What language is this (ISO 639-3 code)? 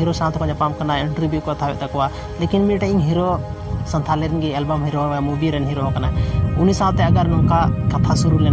sat